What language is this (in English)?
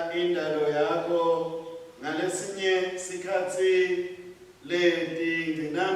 Swati